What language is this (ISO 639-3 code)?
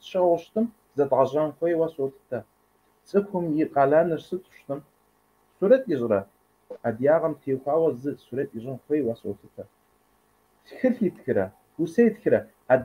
kbd